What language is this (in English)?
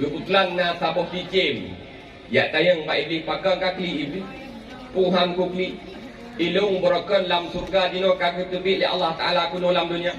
Achinese